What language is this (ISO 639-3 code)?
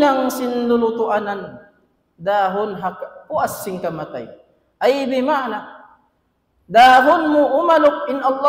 tsg